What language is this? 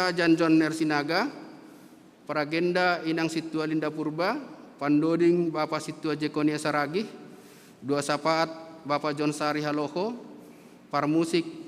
Batak Simalungun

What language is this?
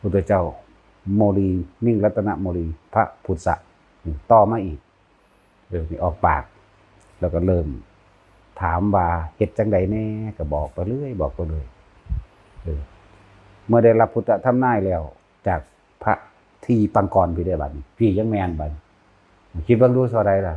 Northeastern Thai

